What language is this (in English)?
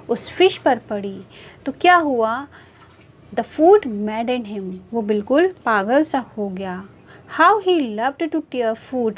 Hindi